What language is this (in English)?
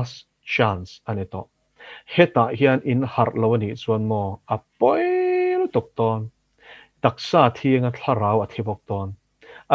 Mizo